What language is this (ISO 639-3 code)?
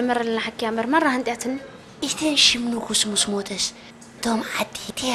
tir